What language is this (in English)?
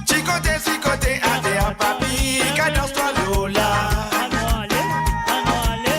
Morisyen